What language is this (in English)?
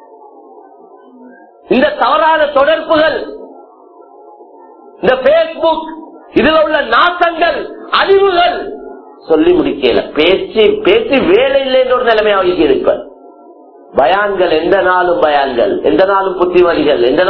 Tamil